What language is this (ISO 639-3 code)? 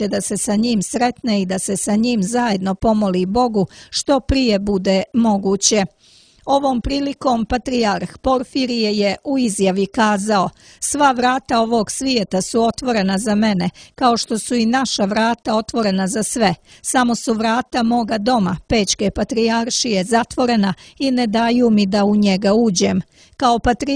srp